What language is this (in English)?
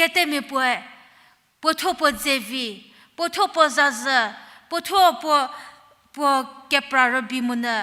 Angami Naga